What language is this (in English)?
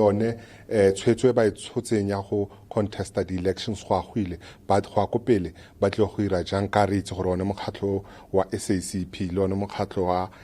Tswana